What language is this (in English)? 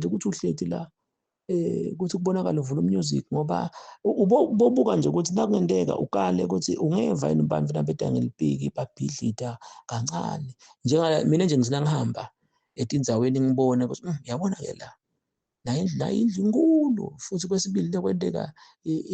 Zulu